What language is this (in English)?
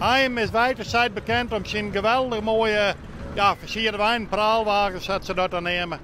Western Frisian